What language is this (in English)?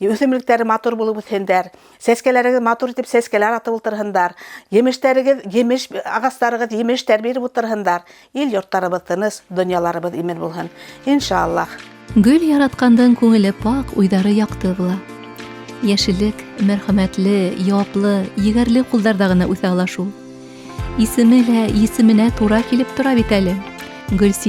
Bashkir